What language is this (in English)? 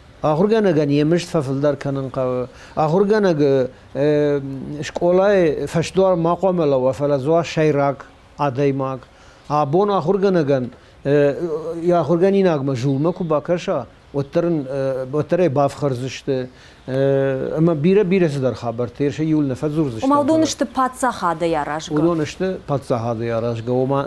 Ossetic